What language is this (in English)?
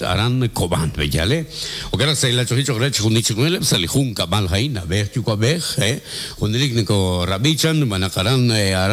Kekchí